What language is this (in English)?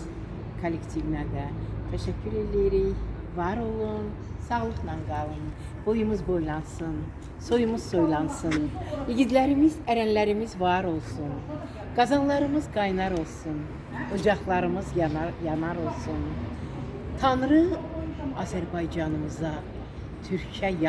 Azerbaijani